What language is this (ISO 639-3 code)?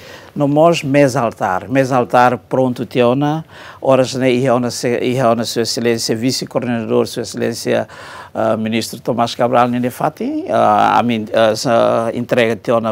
tet